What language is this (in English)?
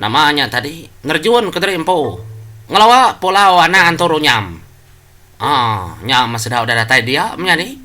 Iban